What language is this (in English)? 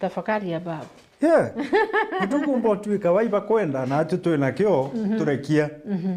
Meru